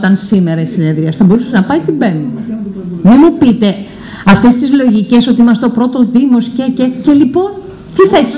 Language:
Greek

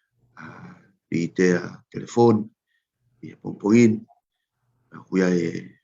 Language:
Tongan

